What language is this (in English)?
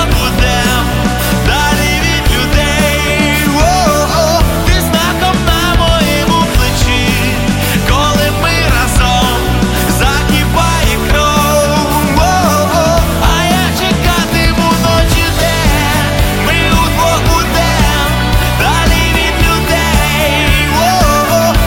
Ukrainian